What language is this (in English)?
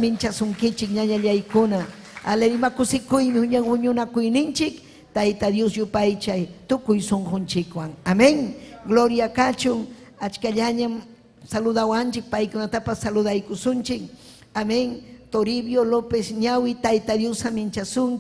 Ayacucho Quechua